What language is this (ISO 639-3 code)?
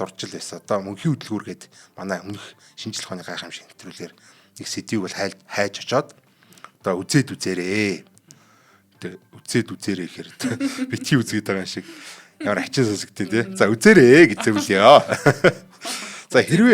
mon